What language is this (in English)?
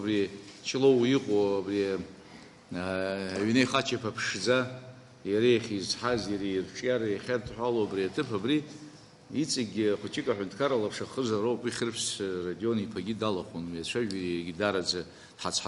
Abkhazian